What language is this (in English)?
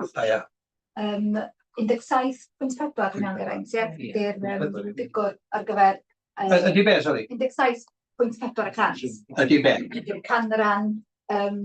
Welsh